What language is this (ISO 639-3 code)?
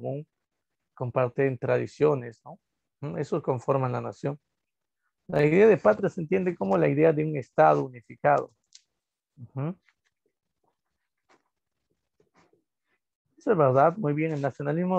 spa